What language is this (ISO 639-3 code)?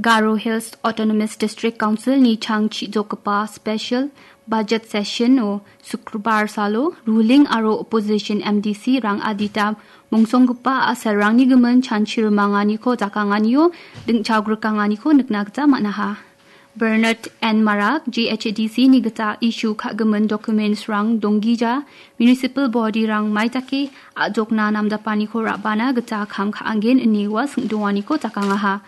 grt